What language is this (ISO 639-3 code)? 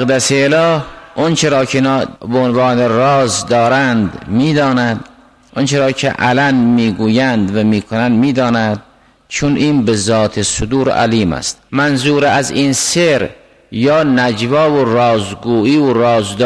fas